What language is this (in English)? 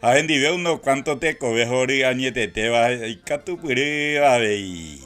Guarani